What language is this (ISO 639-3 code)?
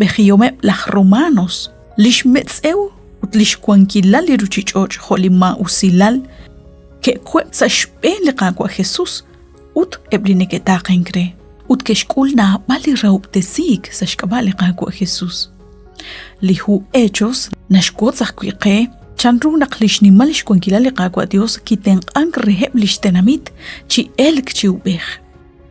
kek